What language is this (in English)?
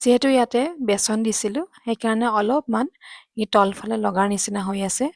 Assamese